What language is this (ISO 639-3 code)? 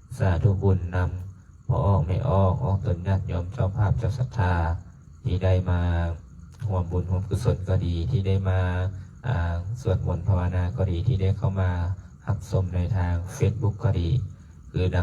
lao